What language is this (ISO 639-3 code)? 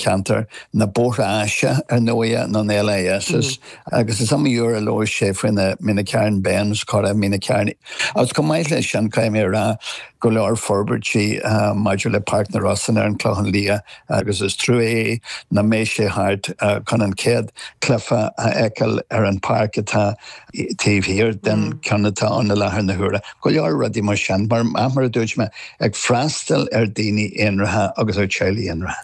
gle